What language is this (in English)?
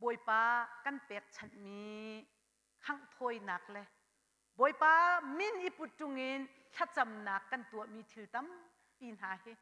Hakha Chin